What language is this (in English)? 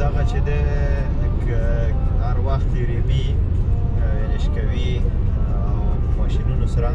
Pashto